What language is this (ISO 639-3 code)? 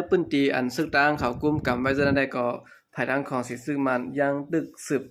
shn